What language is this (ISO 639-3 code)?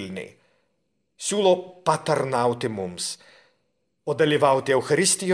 lit